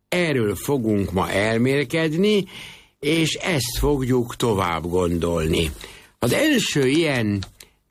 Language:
Hungarian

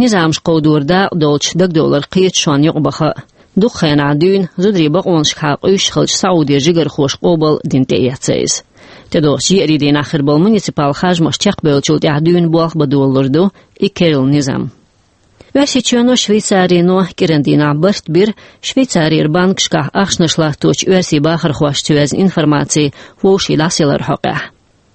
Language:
Chechen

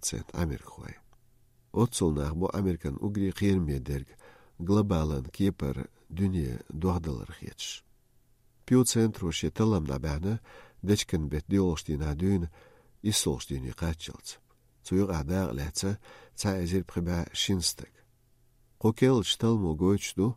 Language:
Chechen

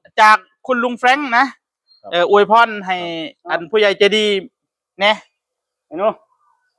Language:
Northeastern Thai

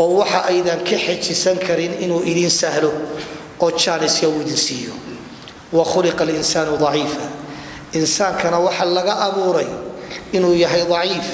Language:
Somali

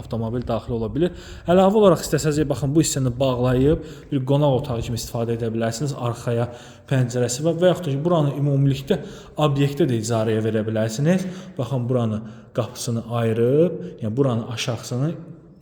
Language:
Azerbaijani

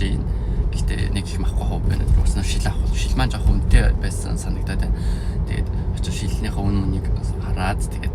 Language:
Mongolian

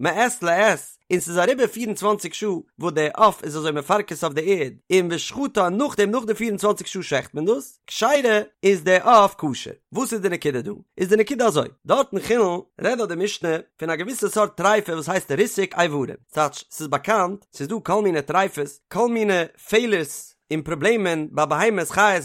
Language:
Yiddish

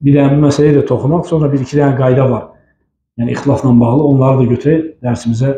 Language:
Azerbaijani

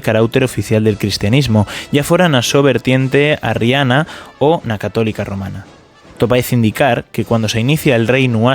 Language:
Asturian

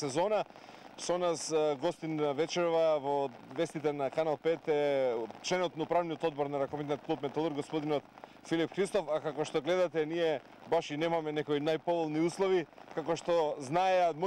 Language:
Macedonian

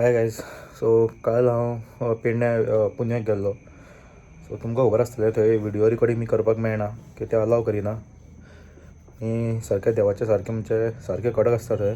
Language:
Konkani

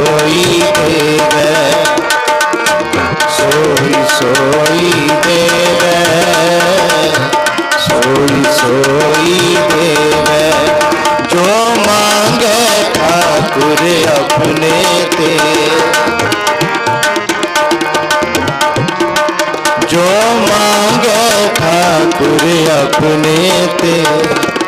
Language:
Punjabi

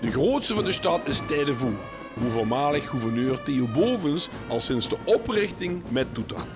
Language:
Limburgish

